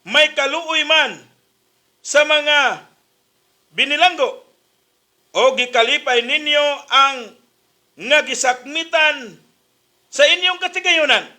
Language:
Cebuano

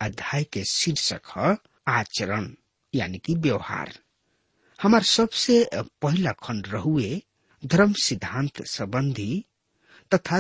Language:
Bhojpuri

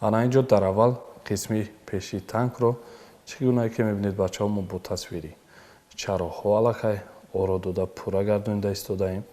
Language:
Tajik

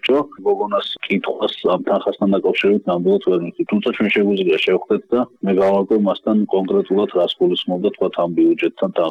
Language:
Georgian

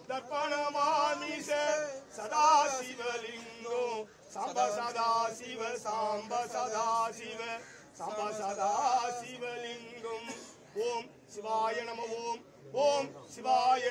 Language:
Tamil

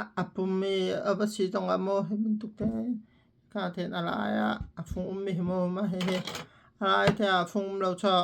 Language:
Hakha Chin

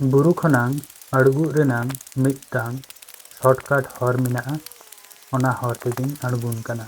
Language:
Santali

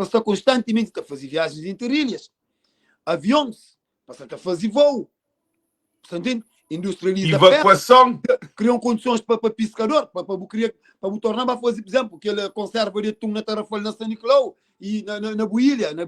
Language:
Kabuverdianu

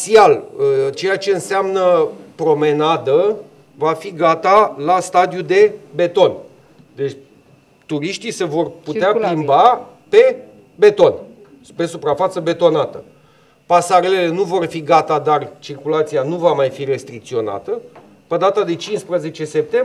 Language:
Romanian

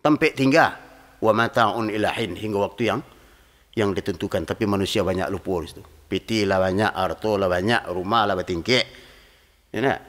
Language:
Minangkabau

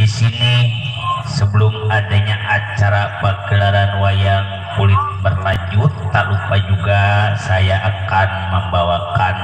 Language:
Betawi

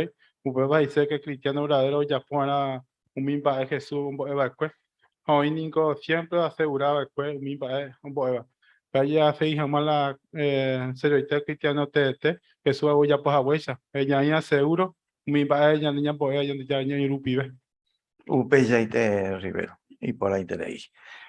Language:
Guarani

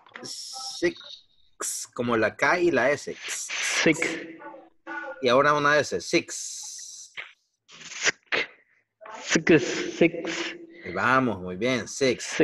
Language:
Spanish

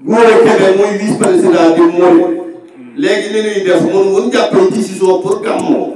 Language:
Wolof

